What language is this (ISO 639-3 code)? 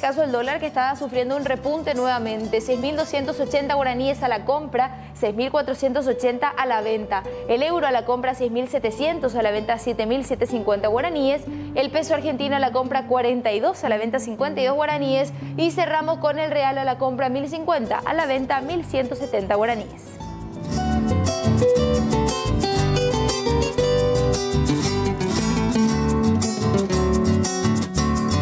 spa